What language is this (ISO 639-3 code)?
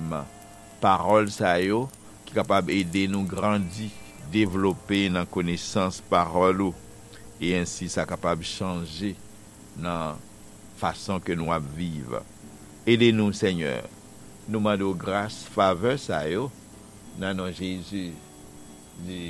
hat